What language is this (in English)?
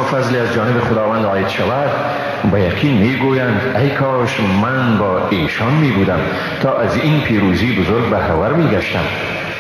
Tajik